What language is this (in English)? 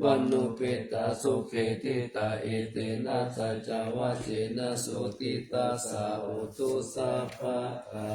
Pali